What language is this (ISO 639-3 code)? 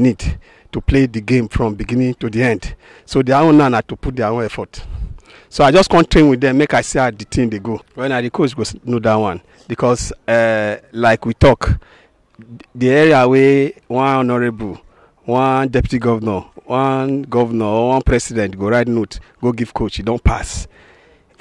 pcm